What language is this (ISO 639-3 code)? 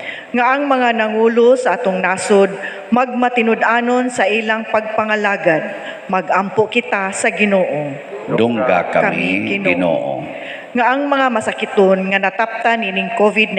ceb